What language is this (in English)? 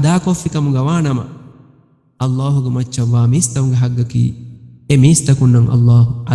Divehi